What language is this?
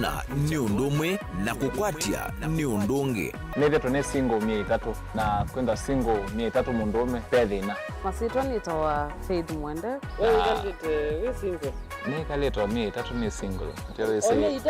Kamba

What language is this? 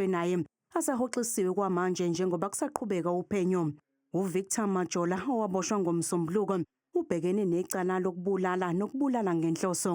Zulu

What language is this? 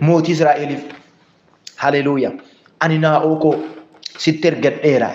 Oromo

